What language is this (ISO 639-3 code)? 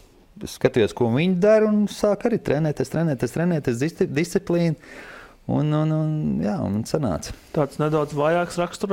lav